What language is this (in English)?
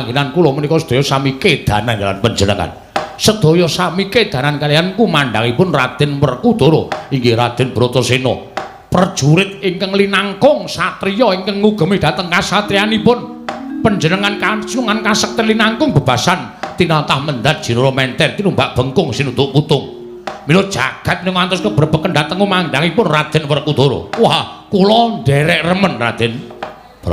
Javanese